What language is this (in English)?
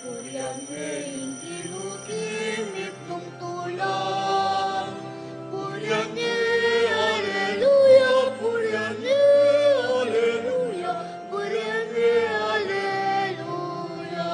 Pampanga